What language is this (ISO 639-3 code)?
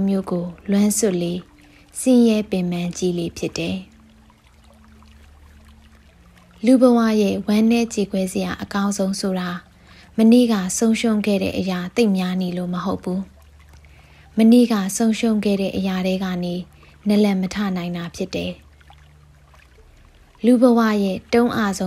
mya